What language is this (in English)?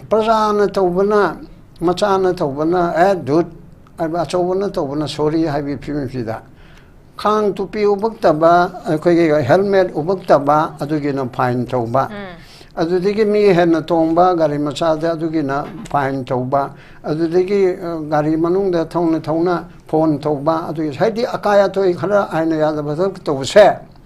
Manipuri